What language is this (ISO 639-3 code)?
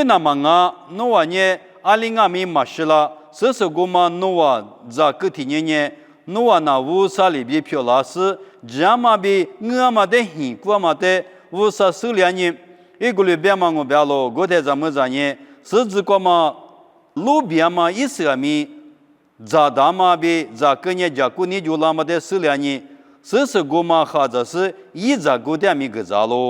lis